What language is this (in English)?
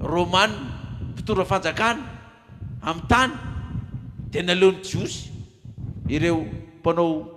Malagasy